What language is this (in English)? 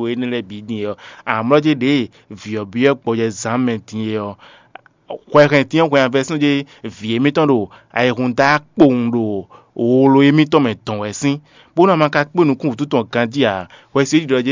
Fon